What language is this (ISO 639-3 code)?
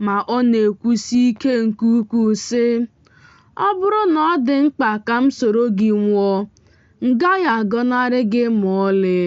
ibo